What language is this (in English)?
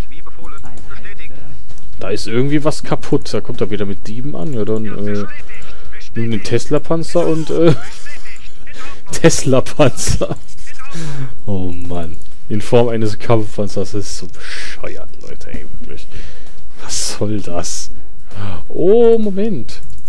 German